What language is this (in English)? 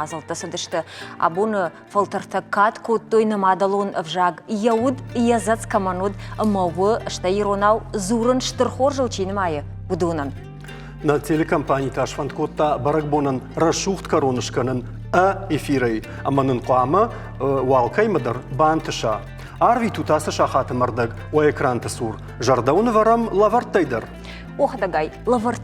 Ossetic